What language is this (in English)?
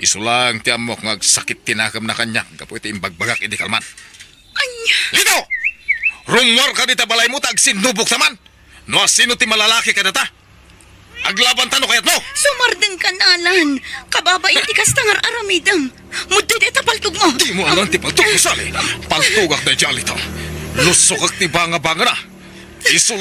Iloko